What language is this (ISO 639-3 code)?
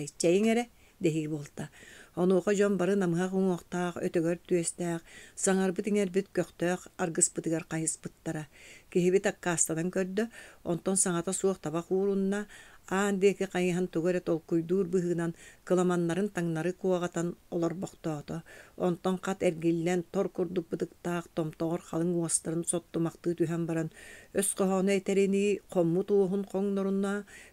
sah